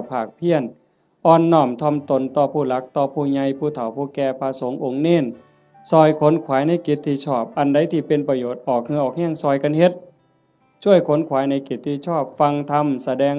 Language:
Northeastern Thai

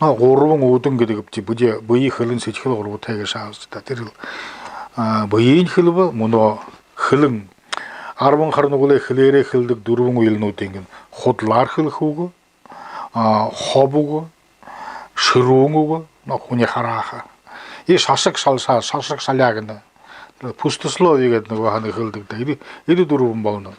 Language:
Buriat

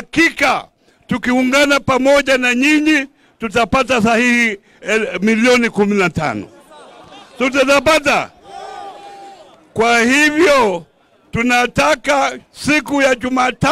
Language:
Swahili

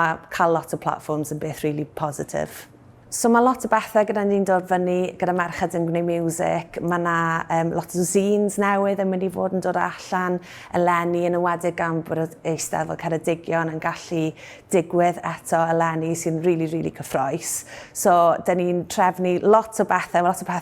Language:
Welsh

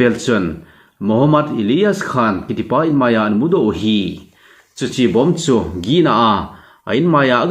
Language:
Thado Chin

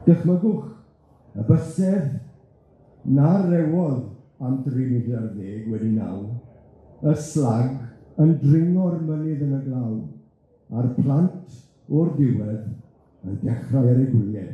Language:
Welsh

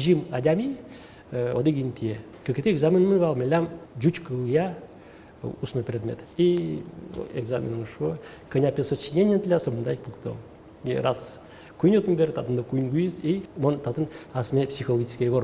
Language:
Udmurt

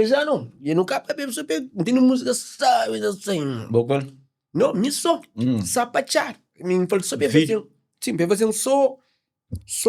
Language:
Kabuverdianu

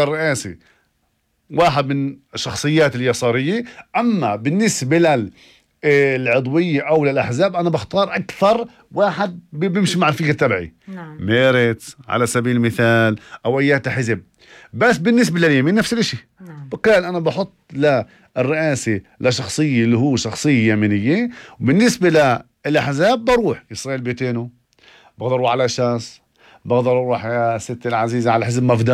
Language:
North Levantine Arabic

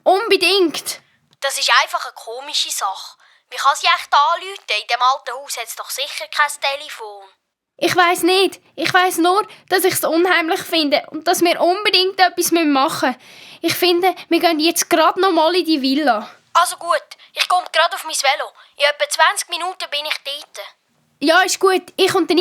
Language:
Swiss German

